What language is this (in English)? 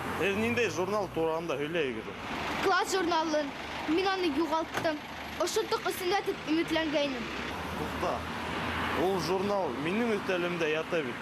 Bashkir